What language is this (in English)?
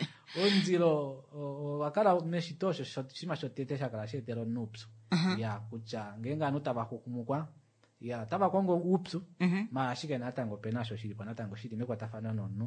Kuanyama